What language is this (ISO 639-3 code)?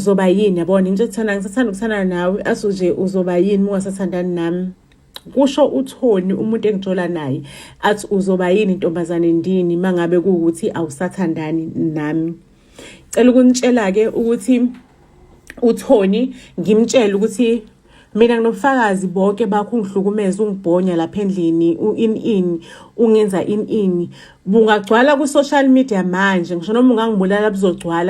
zul